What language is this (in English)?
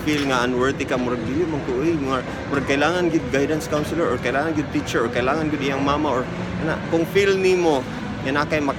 Cebuano